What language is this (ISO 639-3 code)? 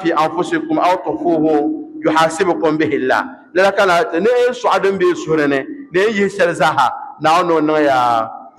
dag